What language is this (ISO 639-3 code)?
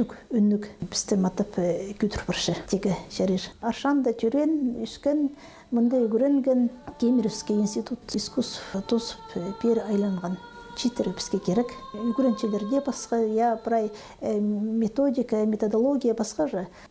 kjh